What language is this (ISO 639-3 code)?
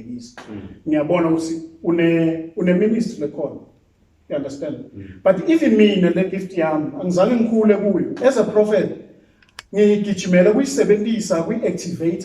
zul